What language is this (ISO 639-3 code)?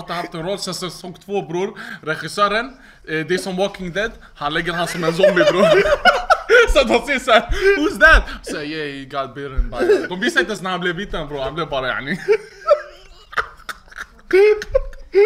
swe